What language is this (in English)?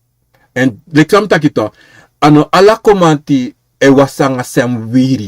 Sranan Tongo